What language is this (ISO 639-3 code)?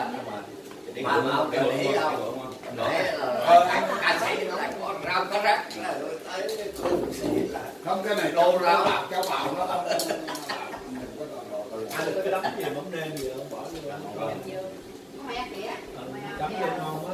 vie